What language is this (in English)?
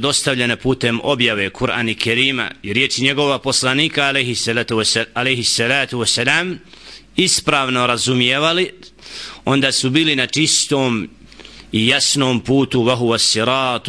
Bosnian